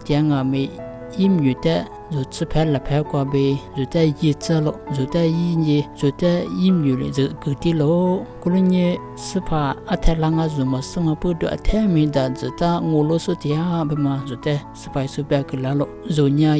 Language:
Lisu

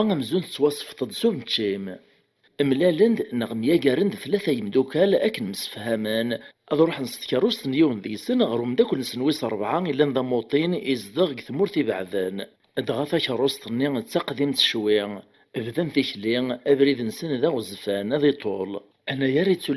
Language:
Kabyle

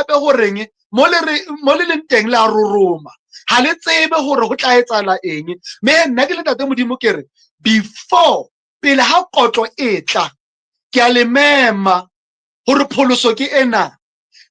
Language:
Southern Sotho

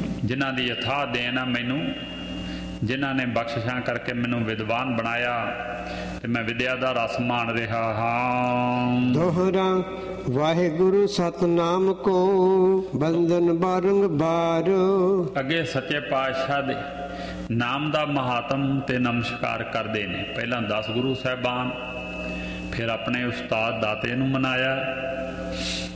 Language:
Punjabi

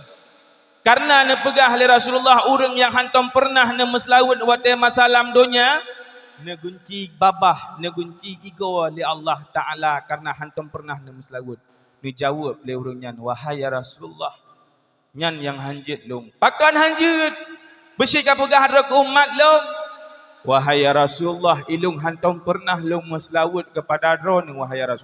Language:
Achinese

